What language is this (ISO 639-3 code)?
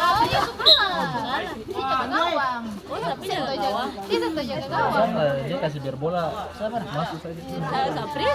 abs